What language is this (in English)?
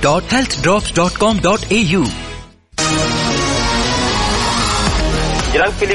Punjabi